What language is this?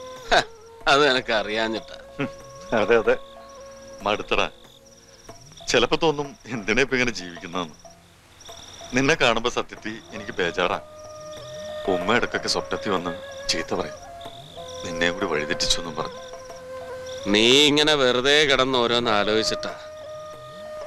Malayalam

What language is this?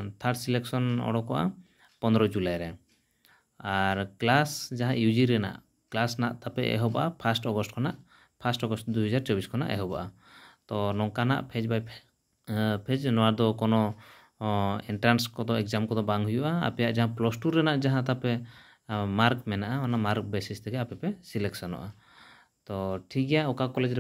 Santali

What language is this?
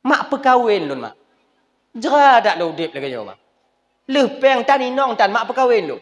Achinese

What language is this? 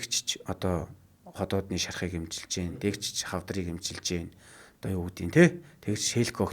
Mongolian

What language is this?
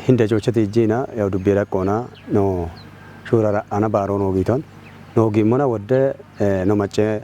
Kafa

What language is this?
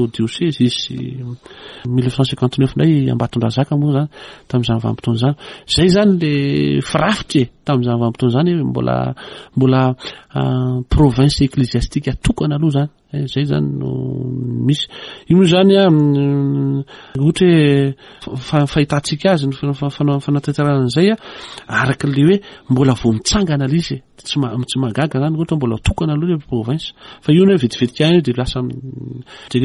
Malagasy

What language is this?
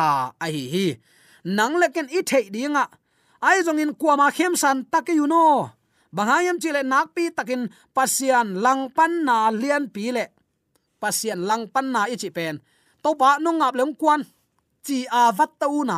Tedim Chin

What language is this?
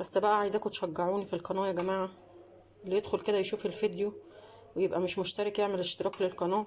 Egyptian Arabic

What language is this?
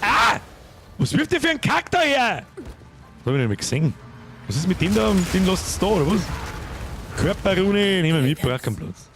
Bavarian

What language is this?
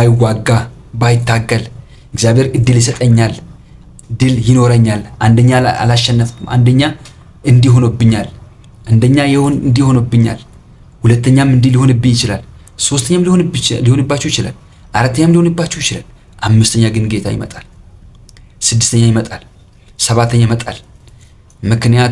Amharic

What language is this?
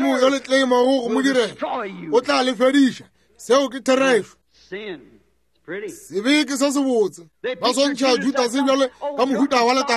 Northern Sotho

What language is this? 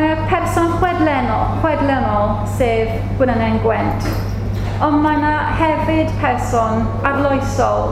Welsh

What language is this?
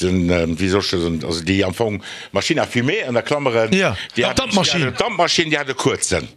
Luxembourgish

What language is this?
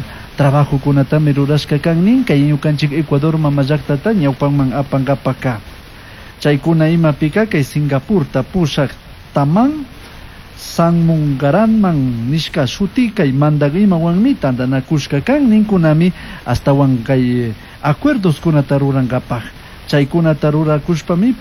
Chimborazo Highland Quichua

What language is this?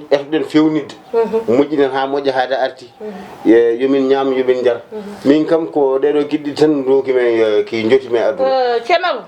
Fula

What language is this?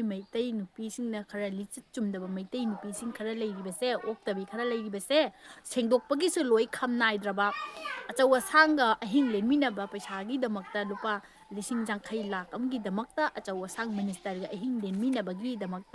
Manipuri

